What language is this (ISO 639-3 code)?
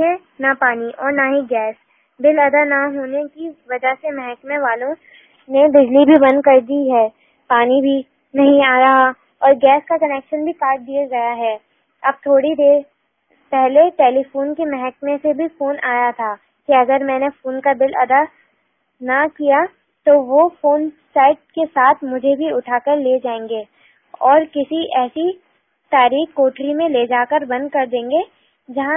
urd